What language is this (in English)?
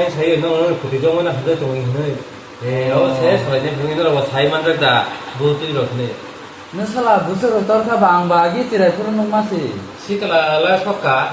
Kok Borok